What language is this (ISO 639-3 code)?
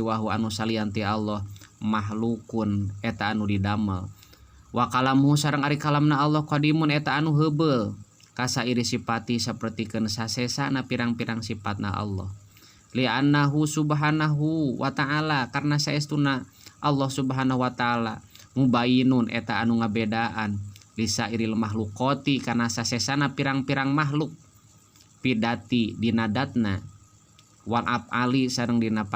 sun